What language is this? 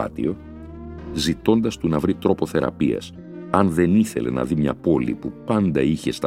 Greek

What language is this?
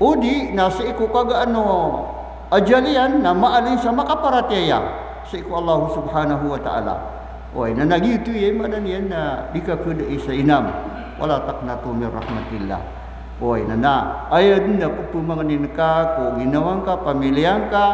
Maranao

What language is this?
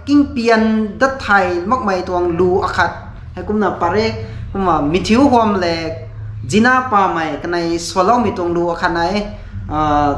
Rongmei Naga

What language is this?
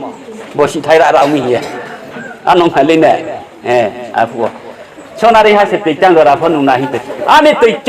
Riang (India)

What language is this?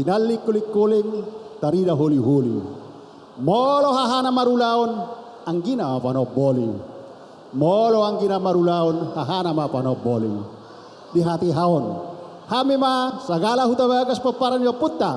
Batak Toba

